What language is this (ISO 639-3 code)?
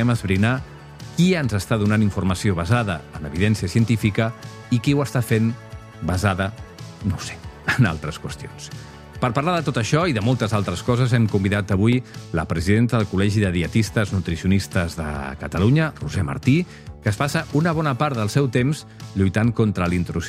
cat